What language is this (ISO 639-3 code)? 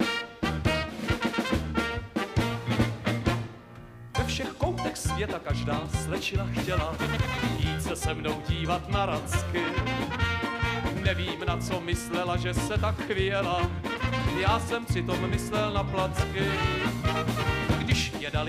ces